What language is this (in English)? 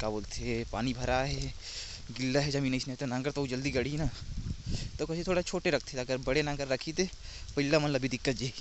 Chhattisgarhi